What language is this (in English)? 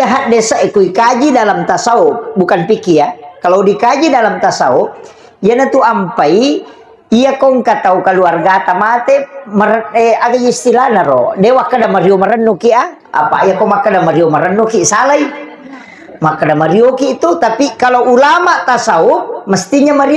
Buginese